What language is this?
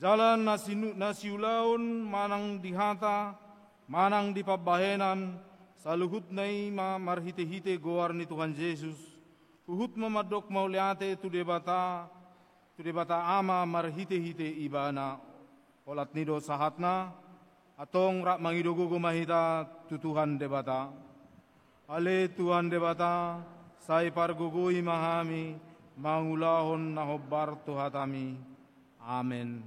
Batak Toba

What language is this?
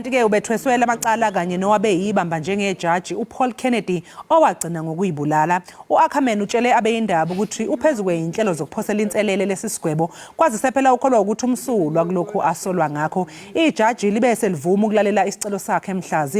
Zulu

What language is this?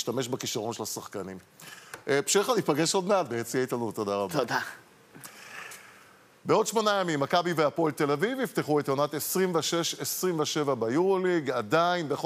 Hebrew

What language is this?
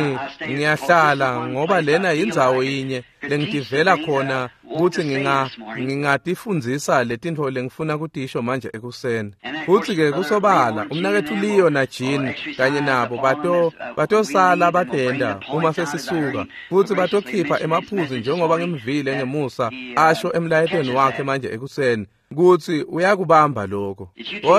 Swati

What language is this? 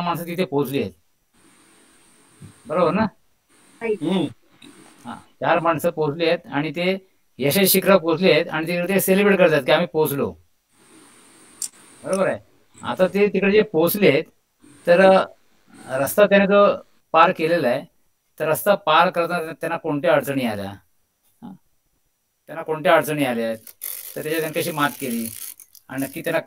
Marathi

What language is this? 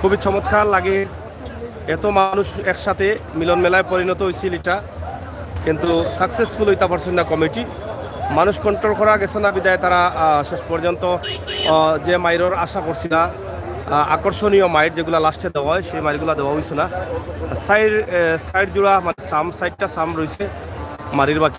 Sylheti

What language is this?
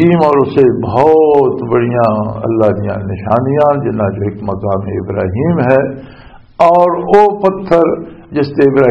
Western Panjabi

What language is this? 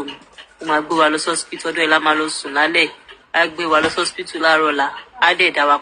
Yoruba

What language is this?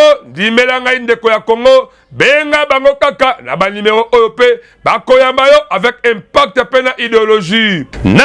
Lingala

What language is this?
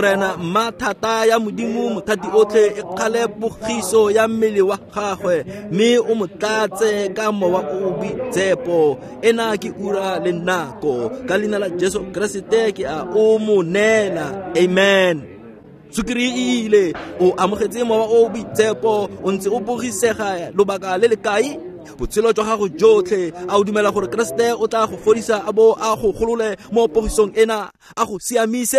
Tswana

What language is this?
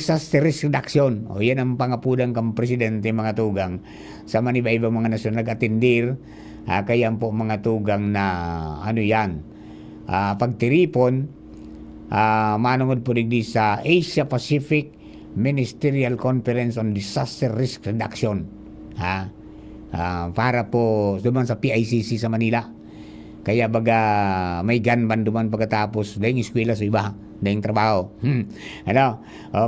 Bikol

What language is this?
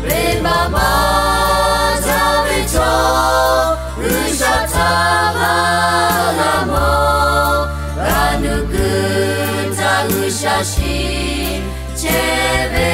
Lahu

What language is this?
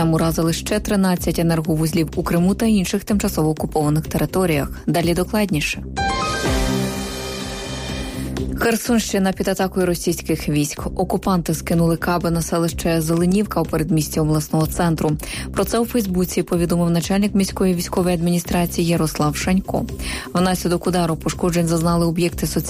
Ukrainian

